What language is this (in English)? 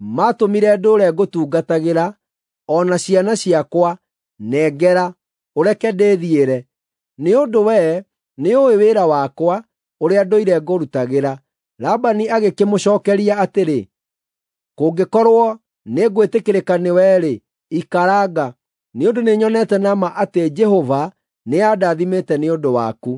Kikuyu